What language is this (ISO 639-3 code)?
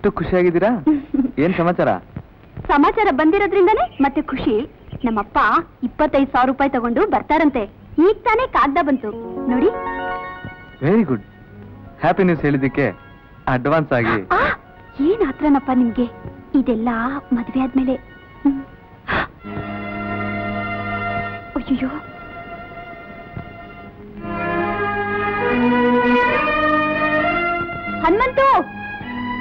kan